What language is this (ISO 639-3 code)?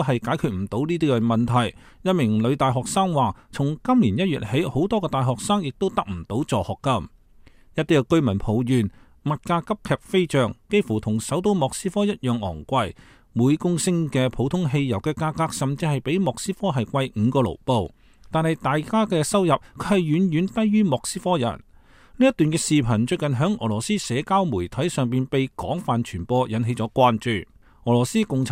yue